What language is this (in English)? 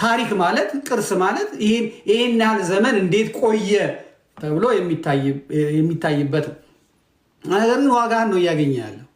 Amharic